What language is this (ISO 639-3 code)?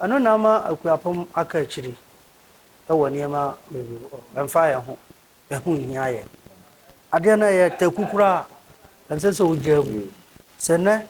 aka